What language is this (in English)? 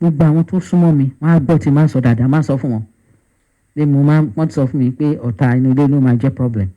Yoruba